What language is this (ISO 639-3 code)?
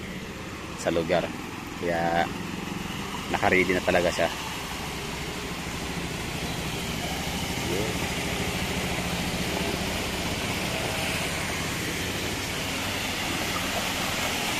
fil